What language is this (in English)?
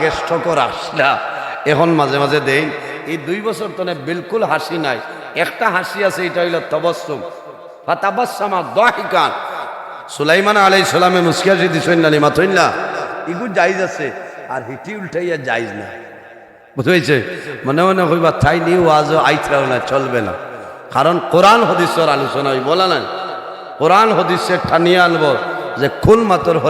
Sylheti